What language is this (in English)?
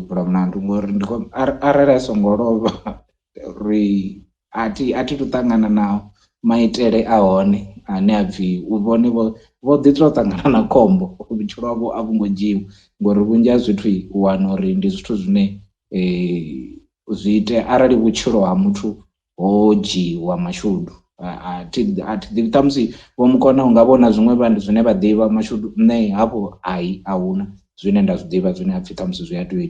Venda